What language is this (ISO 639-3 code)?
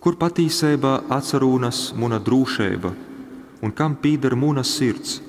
ltg